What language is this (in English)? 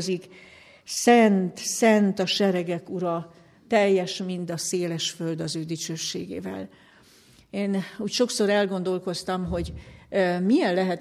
Hungarian